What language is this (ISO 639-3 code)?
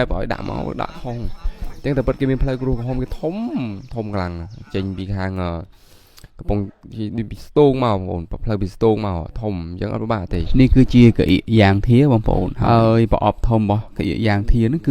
khm